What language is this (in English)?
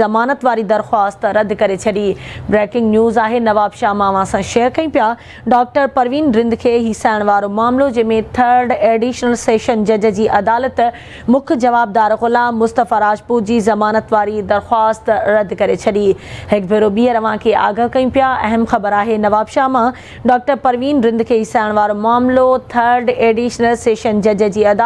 Sindhi